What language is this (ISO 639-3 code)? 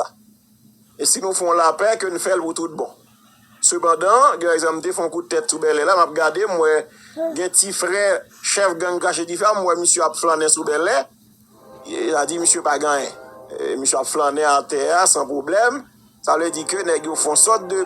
hat